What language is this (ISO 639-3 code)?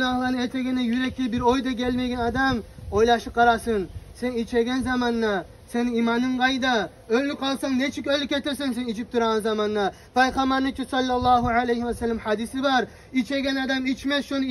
kum